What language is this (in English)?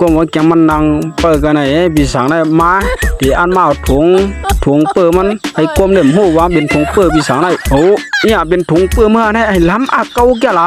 Shan